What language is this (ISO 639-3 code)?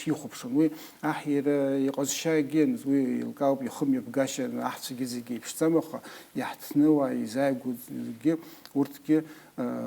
abk